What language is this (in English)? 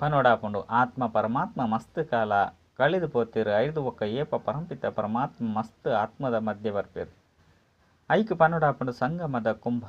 Tulu